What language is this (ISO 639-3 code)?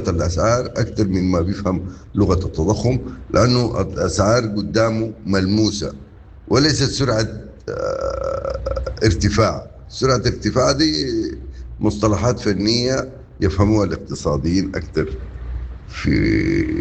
apd